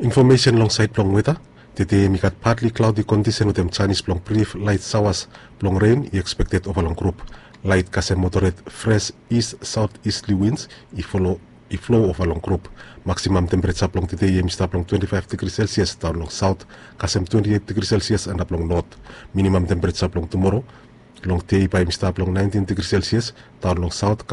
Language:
Bislama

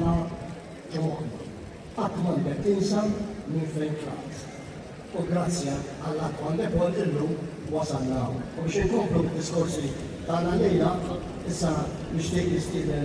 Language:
Maltese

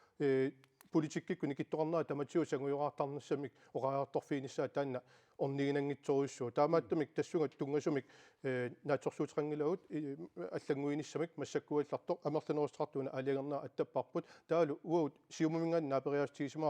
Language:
Kalaallisut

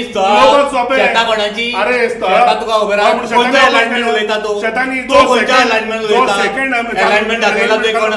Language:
Konkani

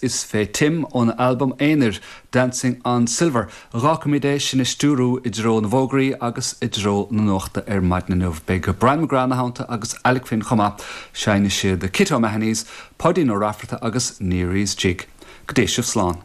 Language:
Irish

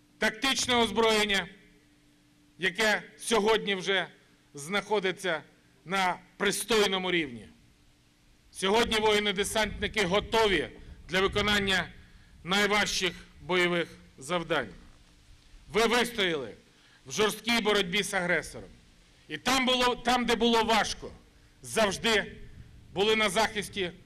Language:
Ukrainian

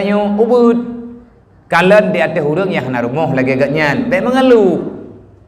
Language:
Achinese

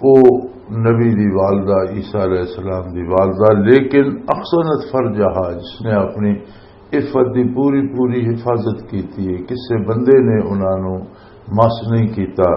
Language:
Western Panjabi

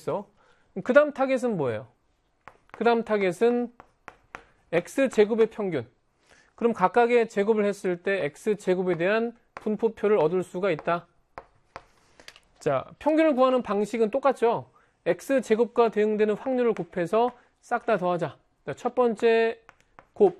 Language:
Korean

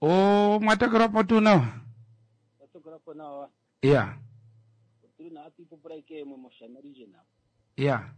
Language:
Kuanyama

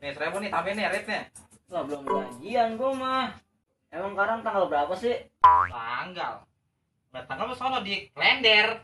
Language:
Betawi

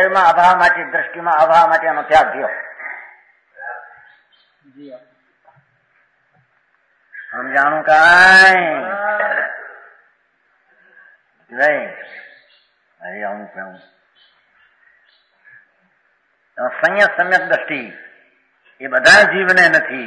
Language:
Gujarati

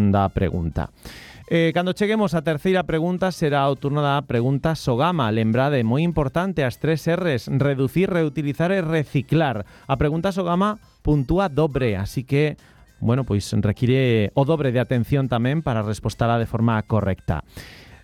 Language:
Galician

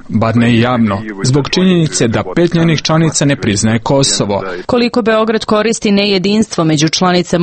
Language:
Serbian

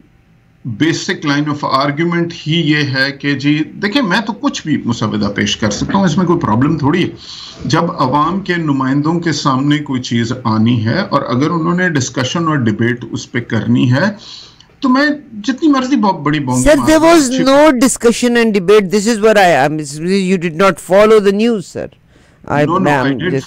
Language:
Urdu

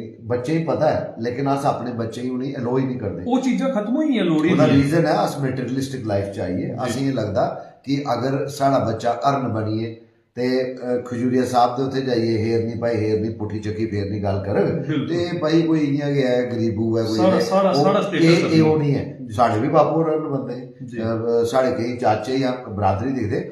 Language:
Dogri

